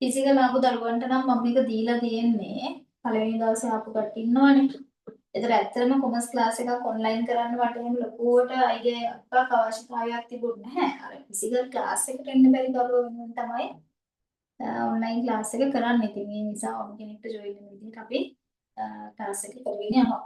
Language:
Sinhala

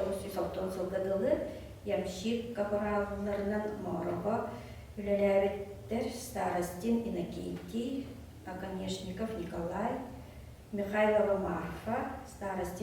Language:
Yakut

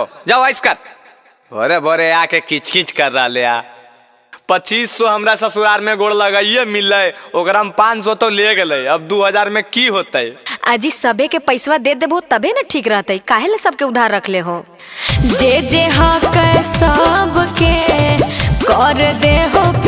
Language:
Magahi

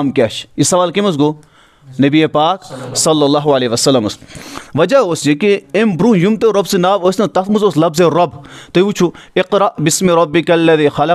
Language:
Kashmiri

